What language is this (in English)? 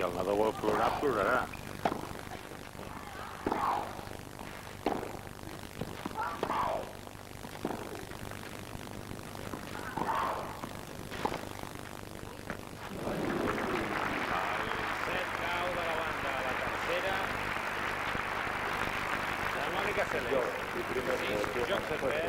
Catalan